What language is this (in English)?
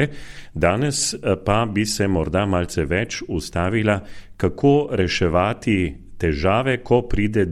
Slovenian